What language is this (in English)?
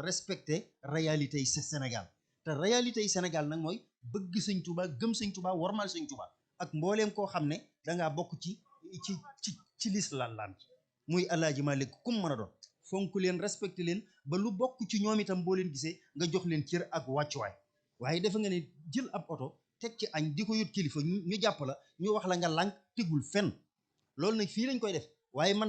Wolof